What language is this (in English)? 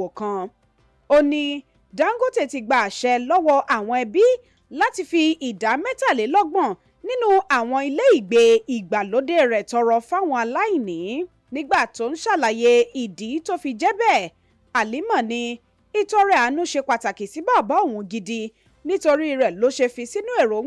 Yoruba